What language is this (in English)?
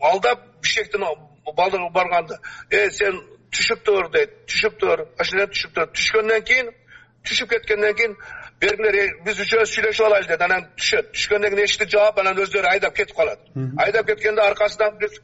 Kyrgyz